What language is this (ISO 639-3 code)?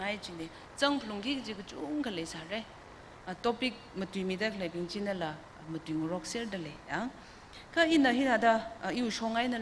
nmf